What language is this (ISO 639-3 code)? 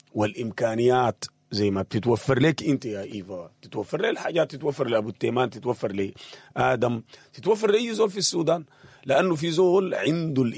apd